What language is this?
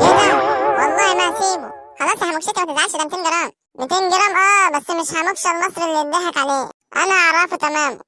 Egyptian Arabic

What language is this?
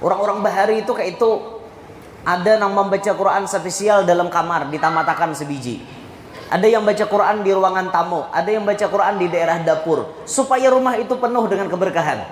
Banjar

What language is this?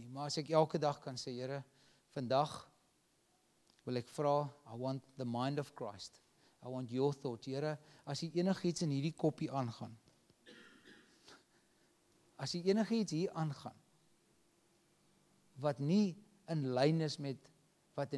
Afrikaans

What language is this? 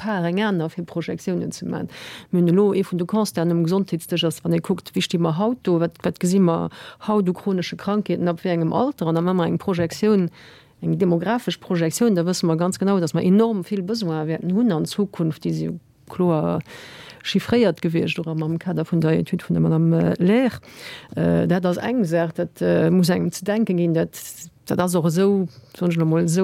Luxembourgish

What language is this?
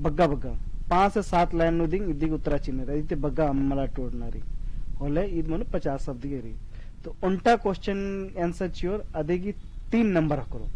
Kurukh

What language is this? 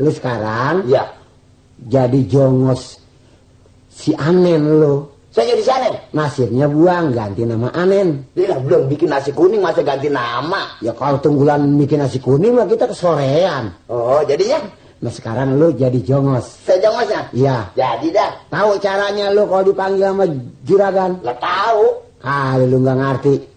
Betawi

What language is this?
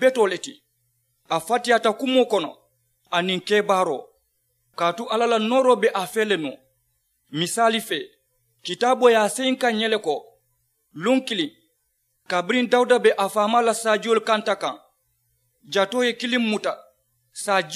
Mandingo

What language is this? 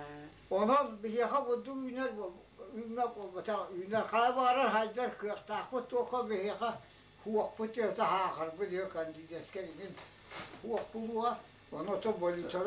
Yakut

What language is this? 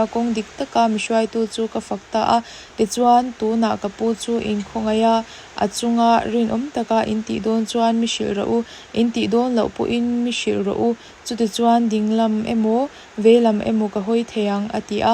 Mizo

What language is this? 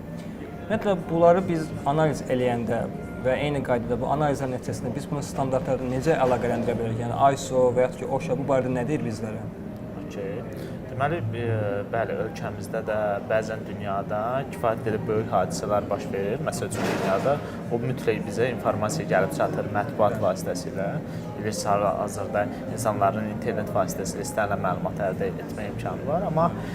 Azerbaijani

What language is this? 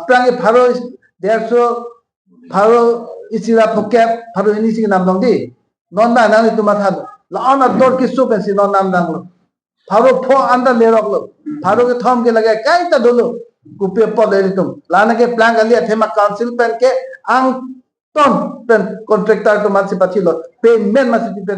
Karbi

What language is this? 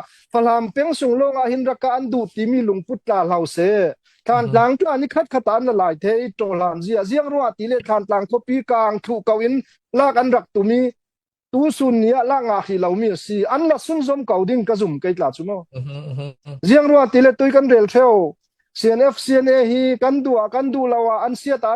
Falam Chin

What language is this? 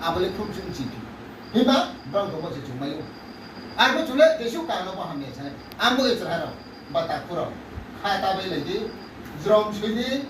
Riang (India)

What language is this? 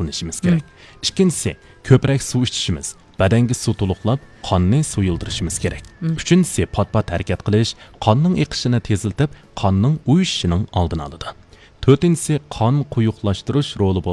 Uyghur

